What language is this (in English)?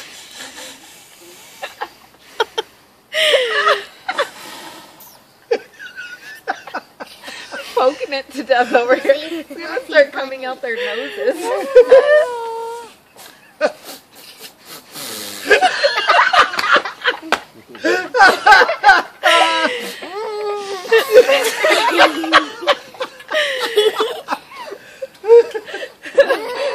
English